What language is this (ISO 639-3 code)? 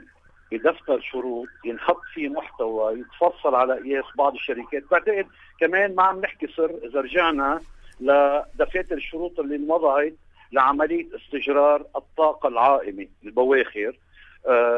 apc